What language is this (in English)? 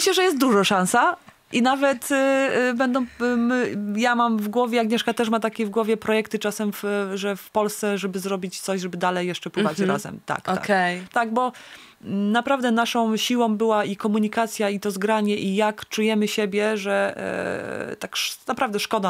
Polish